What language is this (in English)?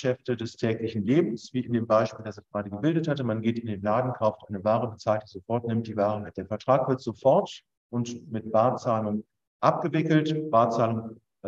German